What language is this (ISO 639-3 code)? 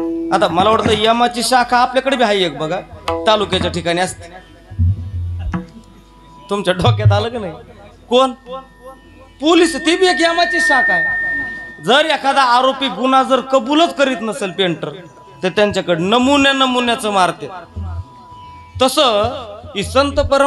mar